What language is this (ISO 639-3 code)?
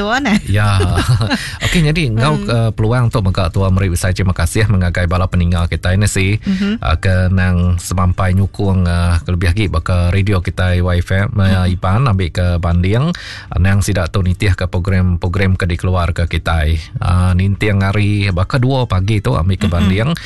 iba